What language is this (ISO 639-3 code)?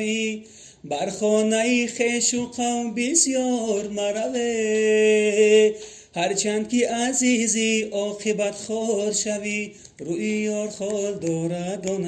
tgk